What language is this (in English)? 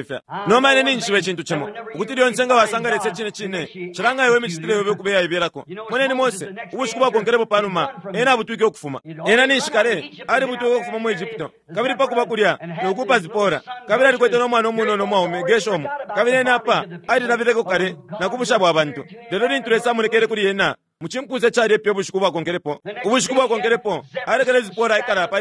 Bemba